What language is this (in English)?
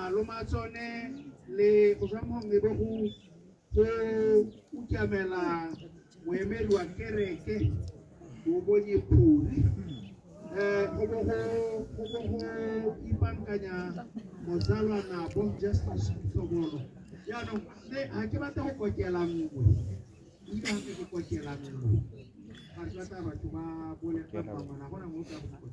Tswana